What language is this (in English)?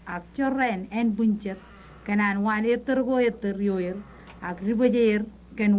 Marshallese